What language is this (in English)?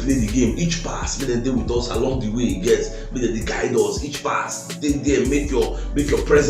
Nigerian Pidgin